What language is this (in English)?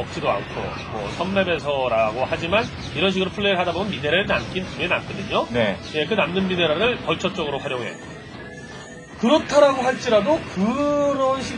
Korean